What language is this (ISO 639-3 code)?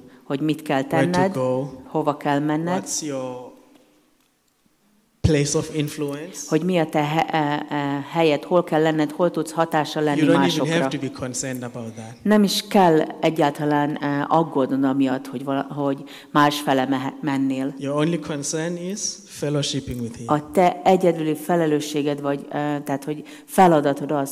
hun